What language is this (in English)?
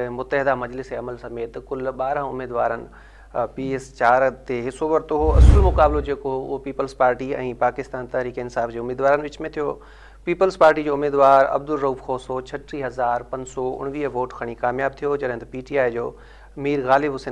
Sindhi